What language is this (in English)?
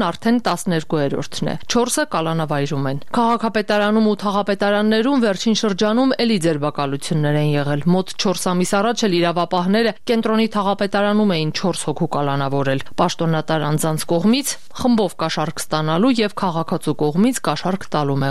Armenian